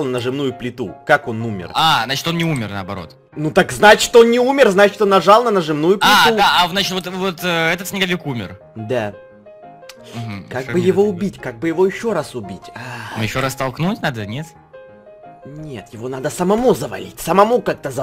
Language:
Russian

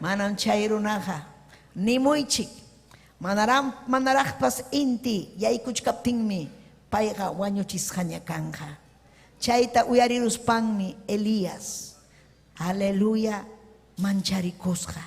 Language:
Ayacucho Quechua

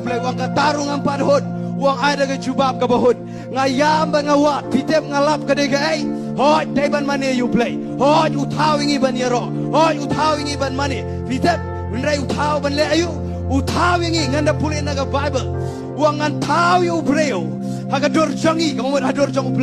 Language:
Khasi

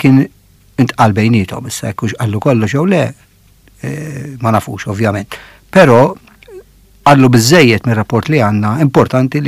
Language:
Maltese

